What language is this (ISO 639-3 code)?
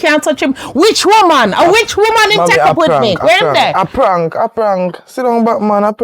jam